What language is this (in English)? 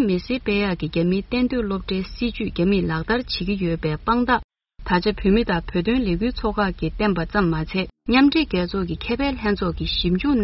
Tibetan